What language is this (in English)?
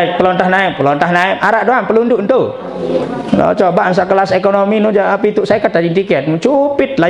Sasak